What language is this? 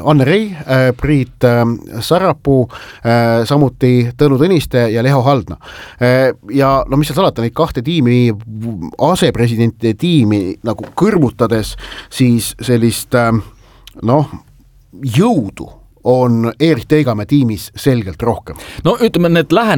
Estonian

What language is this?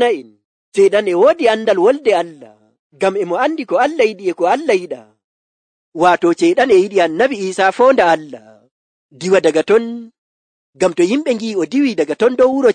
Nigerian Fulfulde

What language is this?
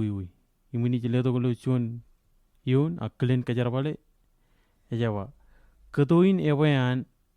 Marshallese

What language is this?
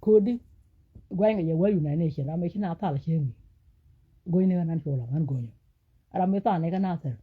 Nuer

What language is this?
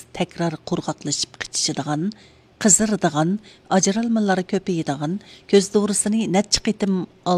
Uyghur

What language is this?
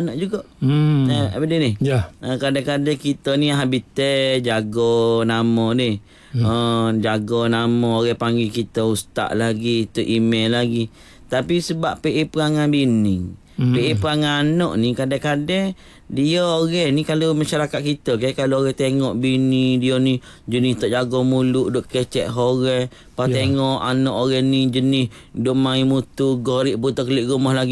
Malay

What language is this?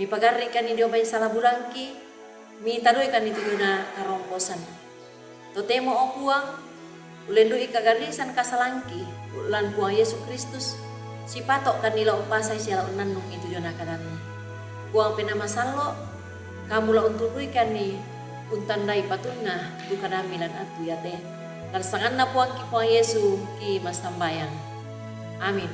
Toraja-Sa'dan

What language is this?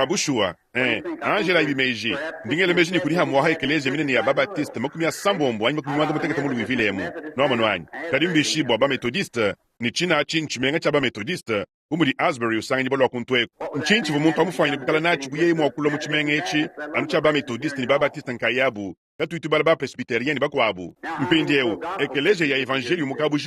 Luba-Lulua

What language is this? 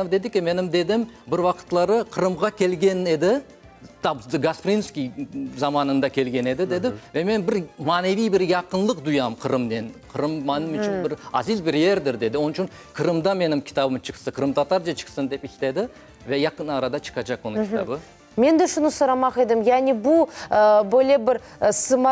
Crimean Tatar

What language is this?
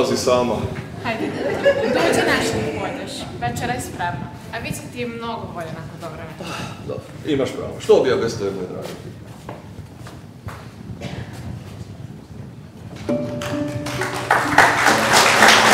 Croatian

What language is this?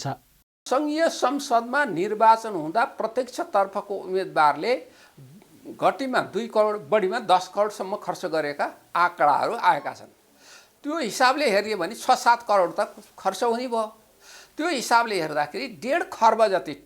Nepali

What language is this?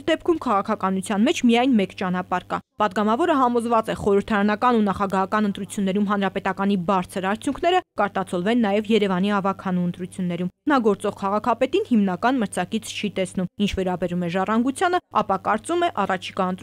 Armenian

